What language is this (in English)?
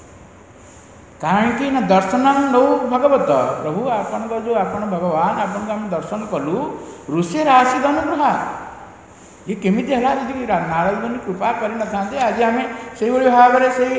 Odia